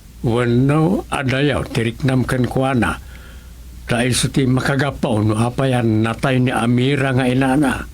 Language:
Iloko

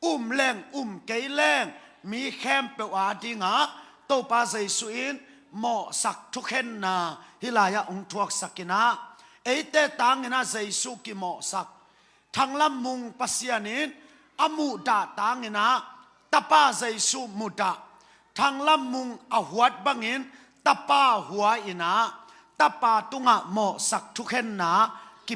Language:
Tedim Chin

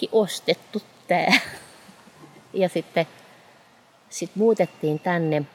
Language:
Finnish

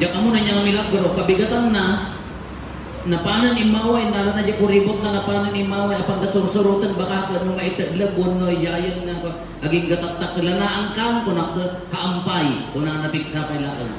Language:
Iloko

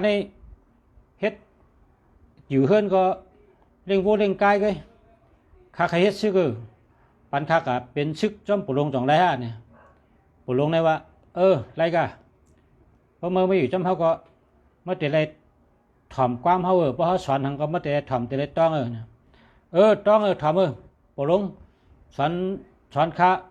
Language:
Shan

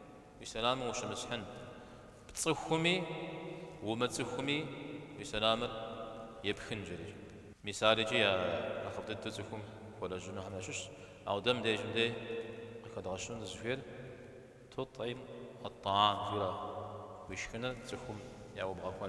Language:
Kabardian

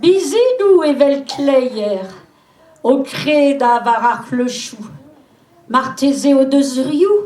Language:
Breton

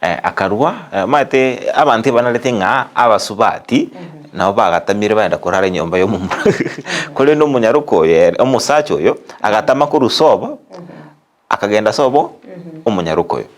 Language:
Gusii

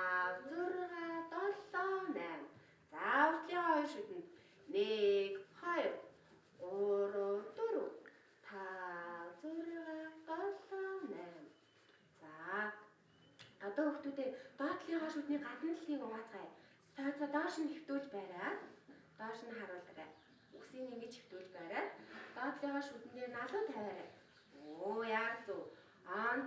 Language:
Mongolian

